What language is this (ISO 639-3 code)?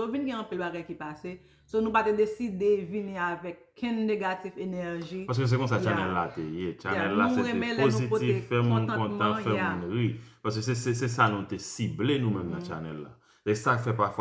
hat